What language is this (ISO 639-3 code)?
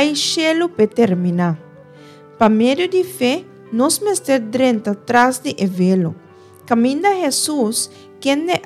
pap